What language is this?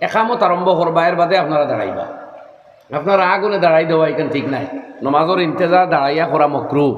Sylheti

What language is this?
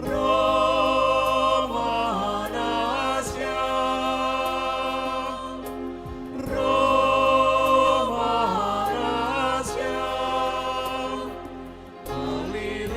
Batak Simalungun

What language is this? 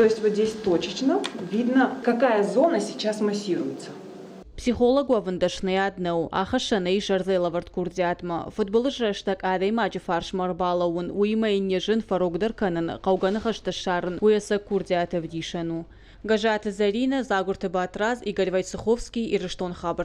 Ossetic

